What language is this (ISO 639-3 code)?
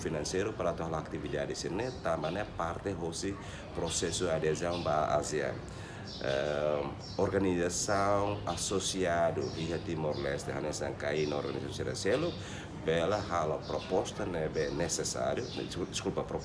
tet